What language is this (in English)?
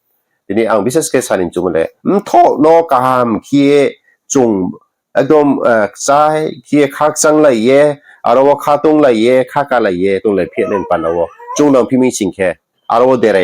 Riang (India)